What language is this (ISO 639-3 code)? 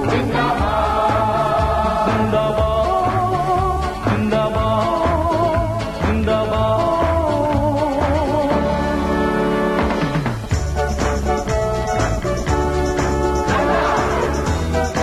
hin